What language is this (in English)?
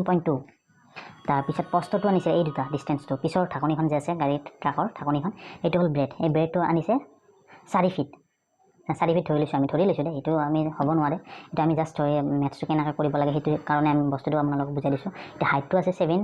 Assamese